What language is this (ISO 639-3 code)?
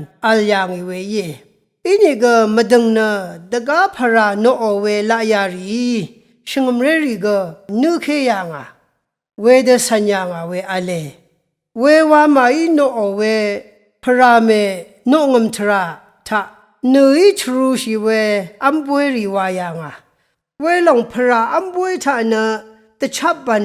raw